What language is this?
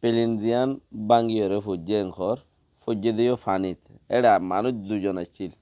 Rohingya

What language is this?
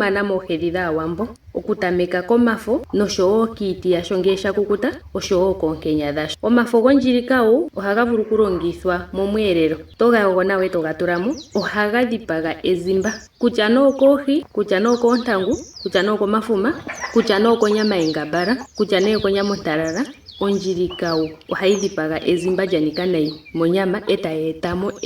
Ndonga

